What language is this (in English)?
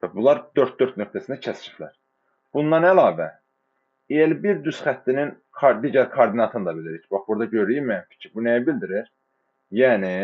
Azerbaijani